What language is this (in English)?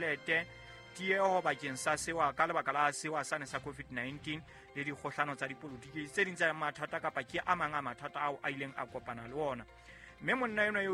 Southern Sotho